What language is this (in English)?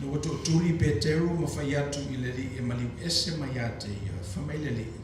Samoan